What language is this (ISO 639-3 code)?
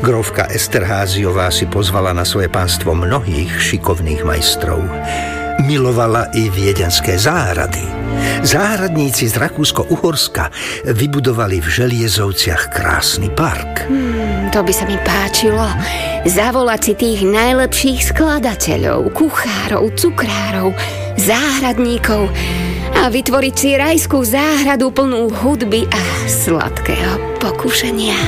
slk